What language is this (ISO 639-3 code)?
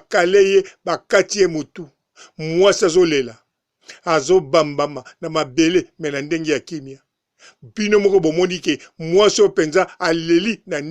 lin